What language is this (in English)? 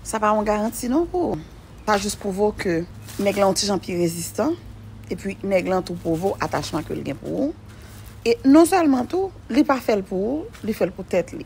Haitian Creole